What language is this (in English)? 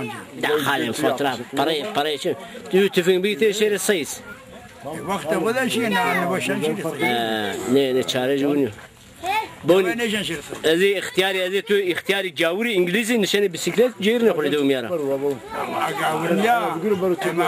Zaza